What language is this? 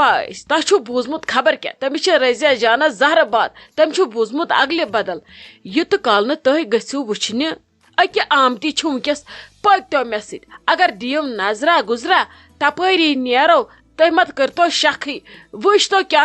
Kashmiri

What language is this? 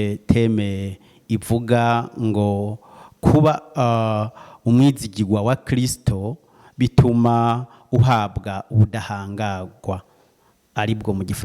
Rundi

